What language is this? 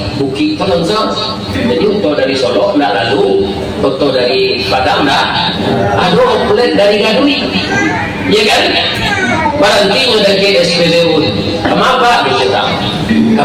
Minangkabau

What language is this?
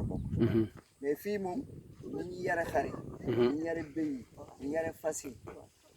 Wolof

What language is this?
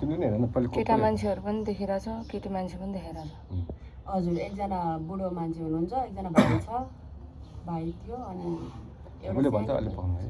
Nepali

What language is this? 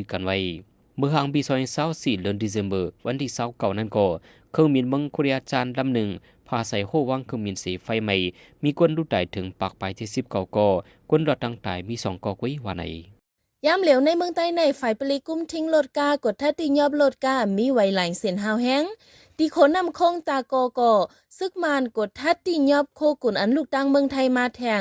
Shan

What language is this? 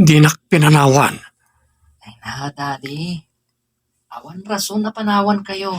Iloko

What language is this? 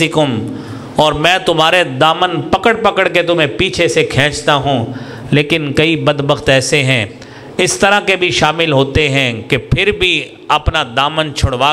Urdu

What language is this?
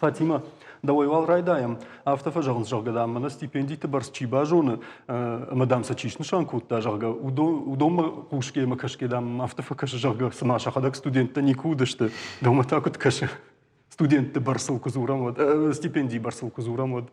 Ossetic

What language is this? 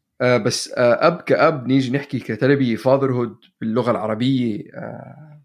North Levantine Arabic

